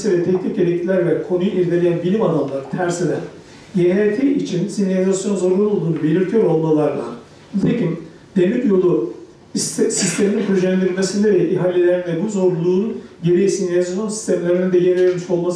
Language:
Turkish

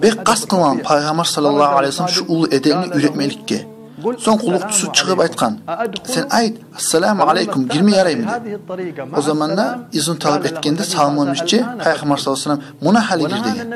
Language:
Kumyk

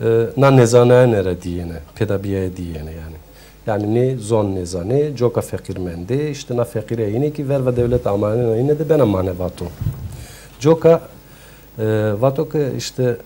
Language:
Zaza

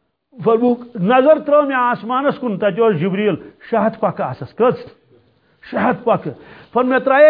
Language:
Kashmiri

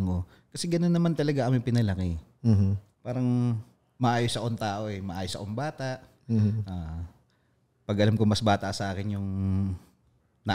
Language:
Filipino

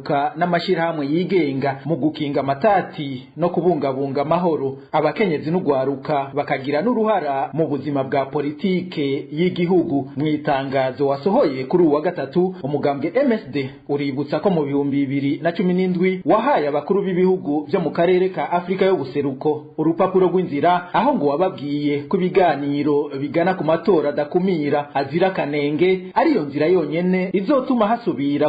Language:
Rundi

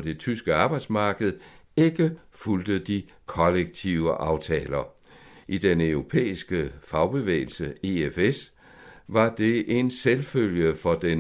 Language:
Danish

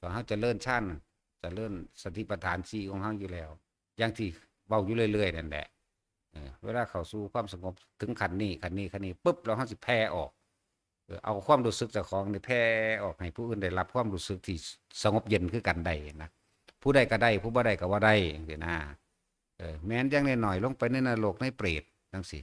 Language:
Northeastern Thai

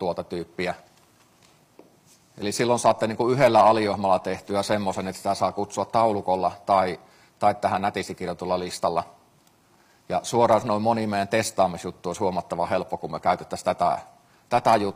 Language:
Finnish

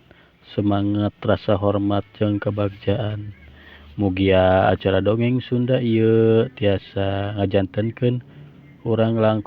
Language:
Sundanese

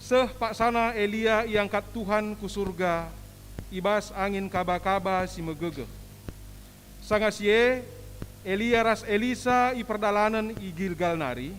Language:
Batak Karo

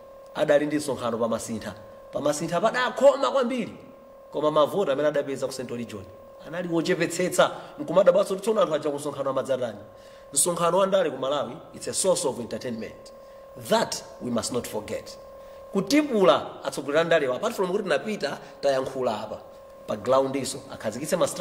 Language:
Nyanja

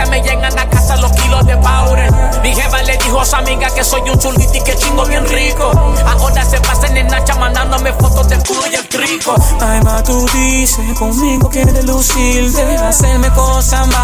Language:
Spanish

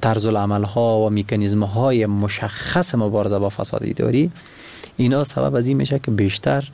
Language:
Persian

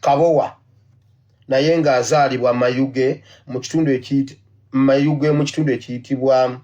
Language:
Ganda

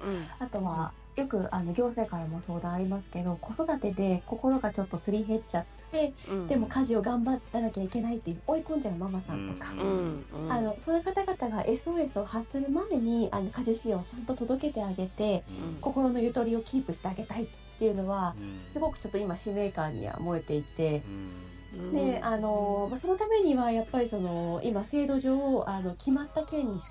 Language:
Japanese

